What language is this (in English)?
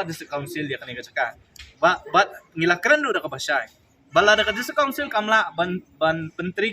Khasi